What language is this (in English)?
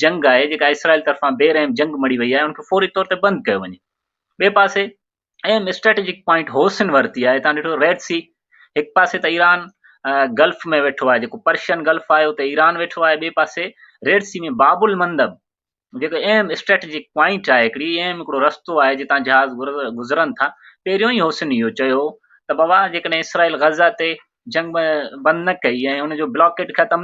Sindhi